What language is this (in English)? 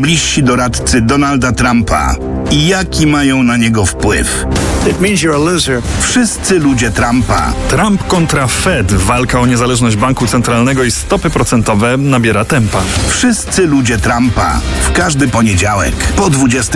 Polish